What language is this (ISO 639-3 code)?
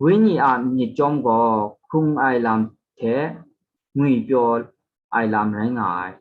kac